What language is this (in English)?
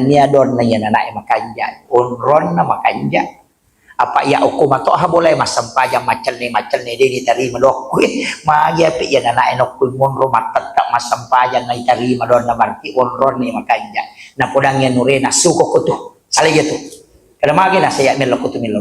Buginese